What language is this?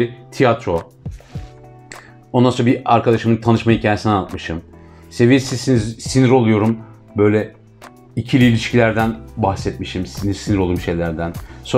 Turkish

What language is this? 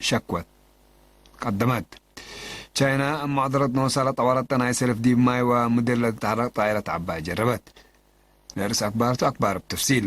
Tigre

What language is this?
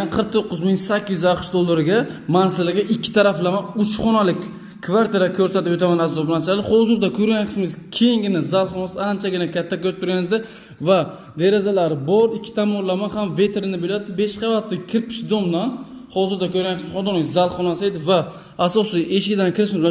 Uzbek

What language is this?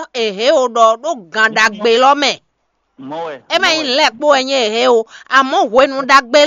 Fon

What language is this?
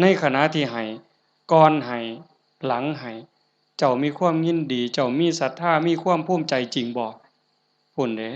Northeastern Thai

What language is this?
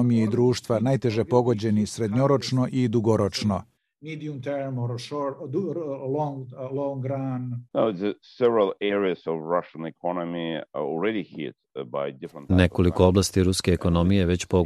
Serbian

